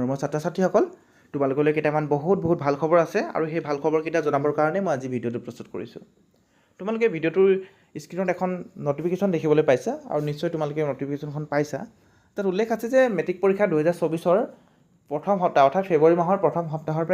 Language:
Assamese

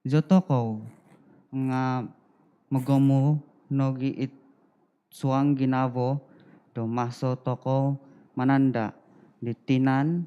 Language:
Central Dusun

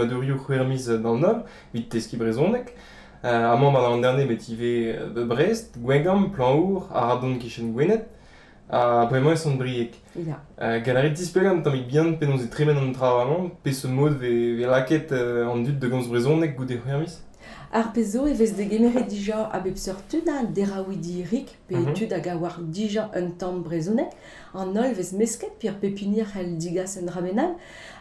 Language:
Breton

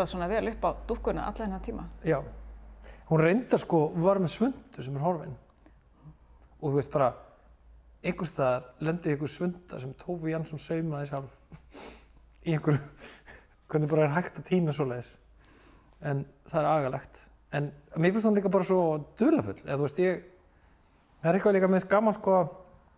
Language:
Icelandic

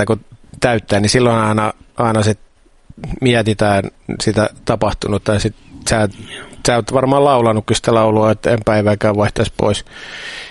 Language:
Finnish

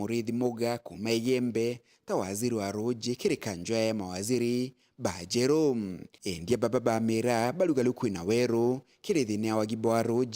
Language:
Meru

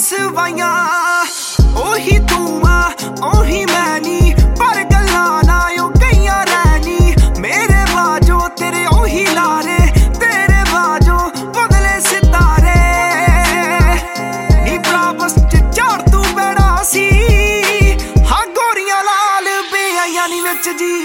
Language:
Punjabi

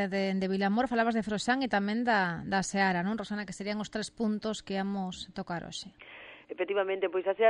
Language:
Galician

